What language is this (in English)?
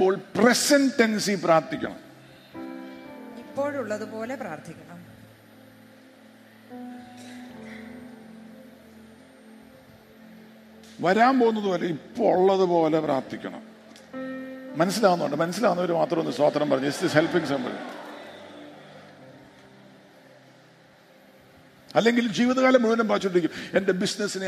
Malayalam